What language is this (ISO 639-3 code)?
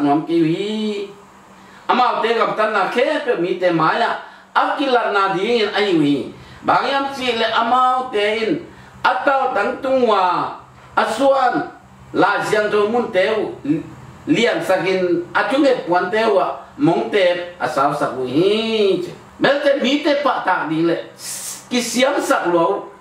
ctd